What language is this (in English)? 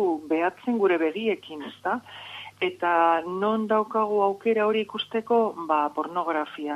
Basque